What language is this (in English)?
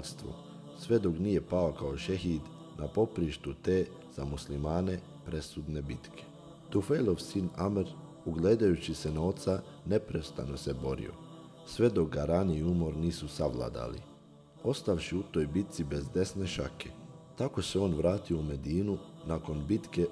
Bosnian